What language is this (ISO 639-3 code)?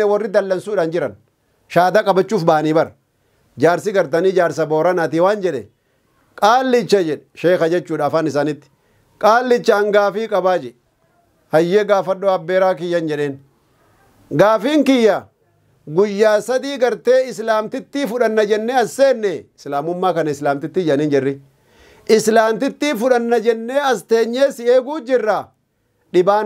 orm